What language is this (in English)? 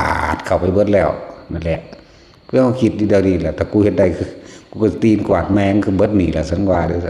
Northeastern Thai